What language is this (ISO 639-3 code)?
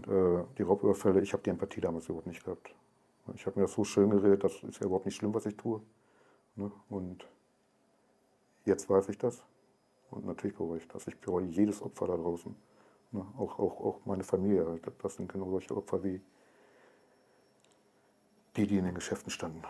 deu